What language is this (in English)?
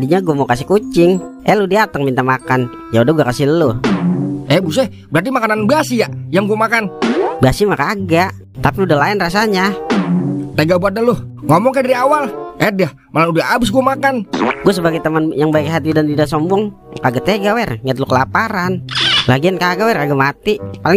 Betawi